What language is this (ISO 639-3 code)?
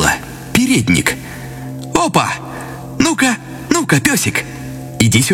rus